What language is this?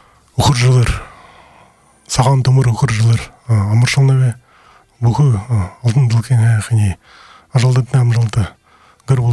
Buriat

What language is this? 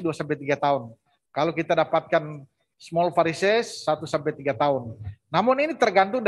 Indonesian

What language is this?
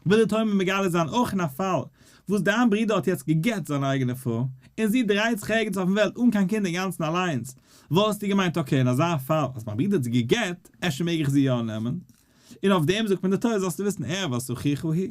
Yiddish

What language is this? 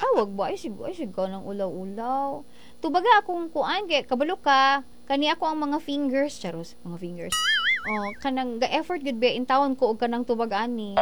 Cebuano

